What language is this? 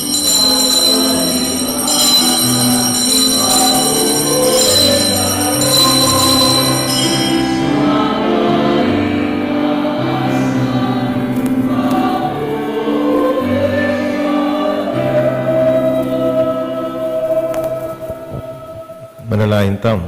Pampanga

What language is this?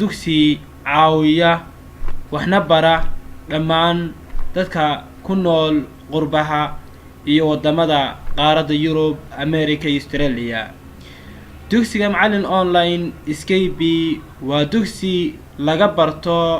Somali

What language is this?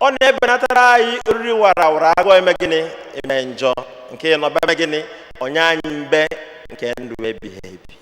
Igbo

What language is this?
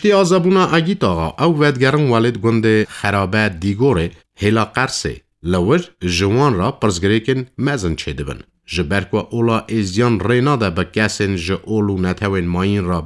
Kurdish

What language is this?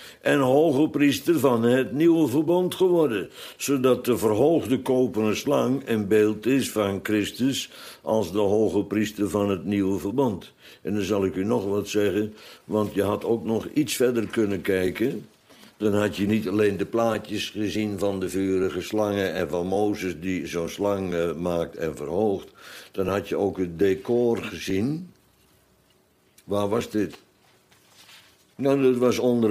Dutch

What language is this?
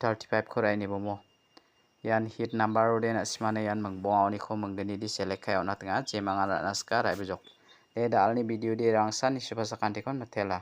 Garo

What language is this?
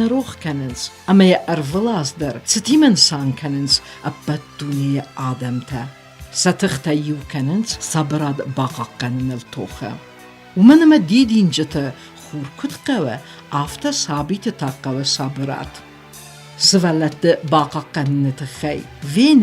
Ossetic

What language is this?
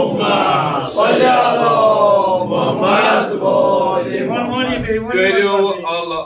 Kashmiri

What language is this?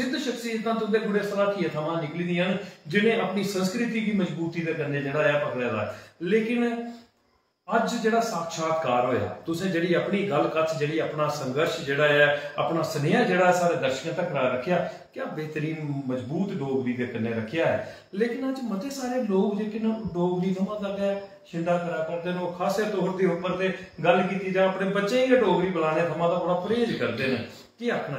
Dogri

